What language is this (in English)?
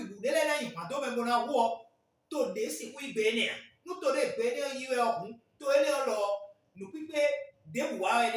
Fon